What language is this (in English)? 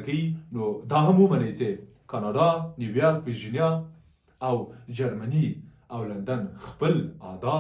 Pashto